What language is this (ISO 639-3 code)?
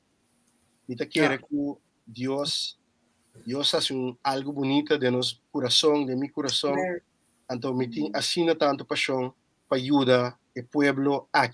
pap